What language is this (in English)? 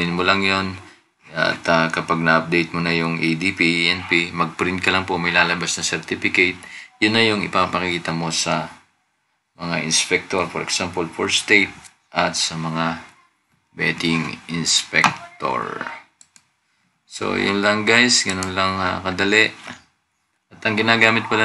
Filipino